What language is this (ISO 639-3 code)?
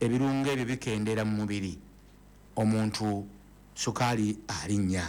lug